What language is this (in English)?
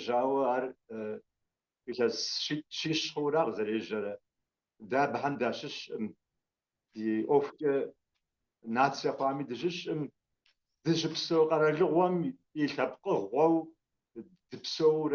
Kabardian